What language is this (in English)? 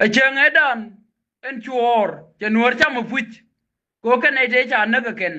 Nuer